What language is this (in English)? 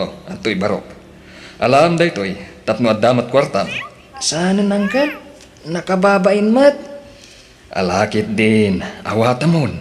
Iloko